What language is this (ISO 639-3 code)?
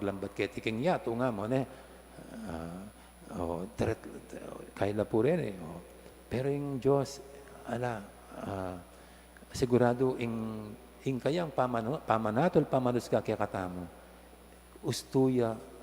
pam